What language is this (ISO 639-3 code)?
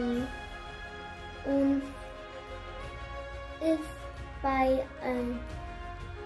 afr